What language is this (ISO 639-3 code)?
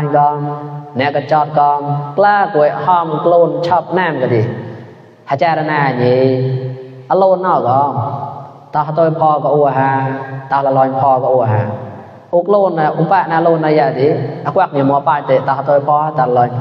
mnw